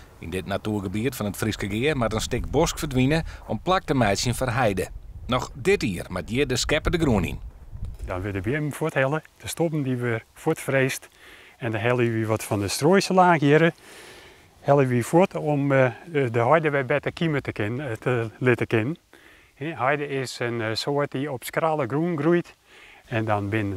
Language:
Western Frisian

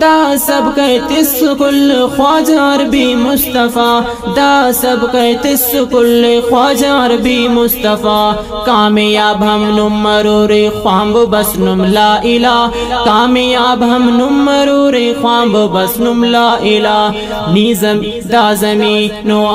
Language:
Brahui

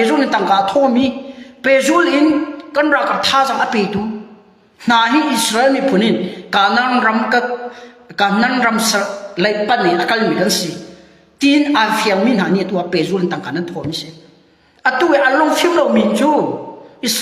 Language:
Hakha Chin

